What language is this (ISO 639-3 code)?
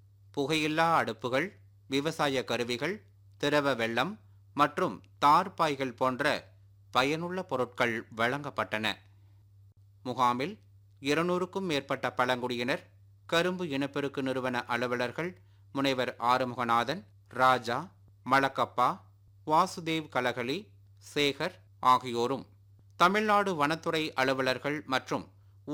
tam